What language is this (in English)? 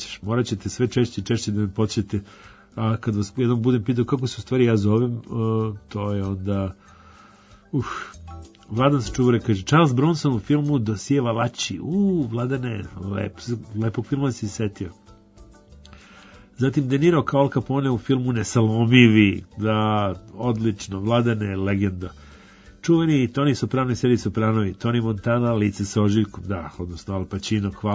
Serbian